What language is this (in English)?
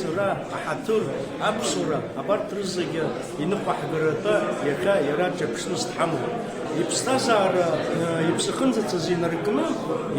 Abkhazian